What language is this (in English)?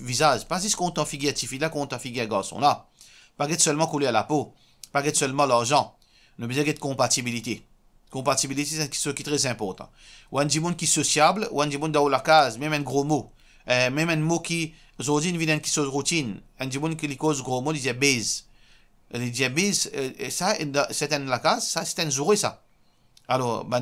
Morisyen